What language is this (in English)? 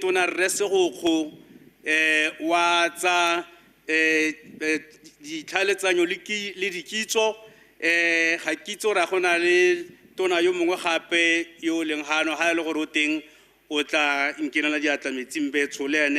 Tswana